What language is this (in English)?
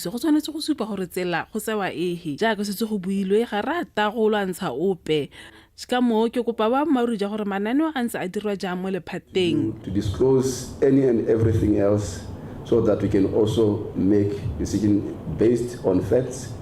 Tswana